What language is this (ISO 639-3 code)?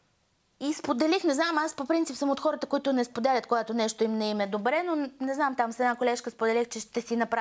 bul